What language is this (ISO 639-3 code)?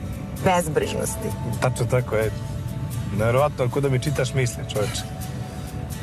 srp